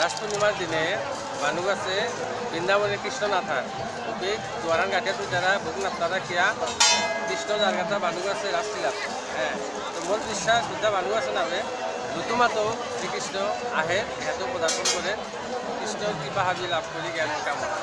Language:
Bishnupriya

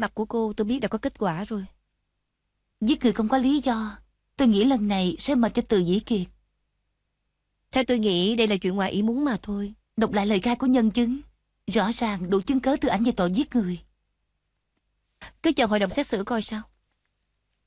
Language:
Vietnamese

